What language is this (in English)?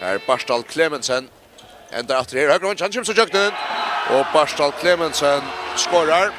Faroese